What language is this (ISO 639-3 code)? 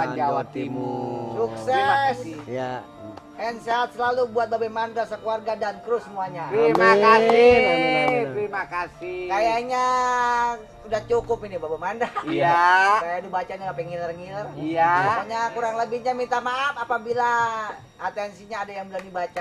bew